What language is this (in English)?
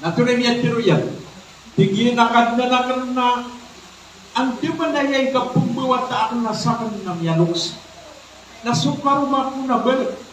Maranao